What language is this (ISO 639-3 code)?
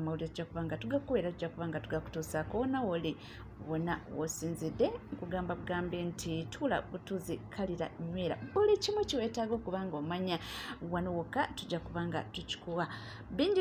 lug